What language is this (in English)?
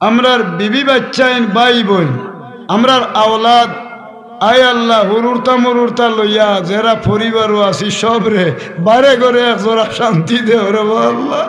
Sylheti